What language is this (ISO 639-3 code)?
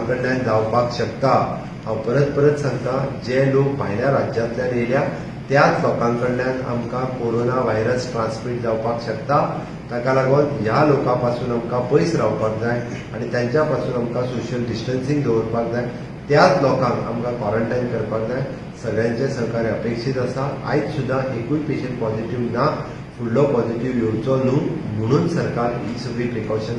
kok